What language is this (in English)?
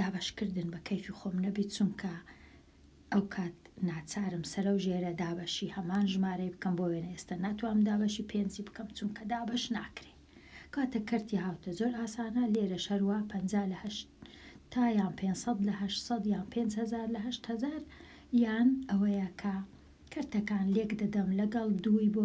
Central Kurdish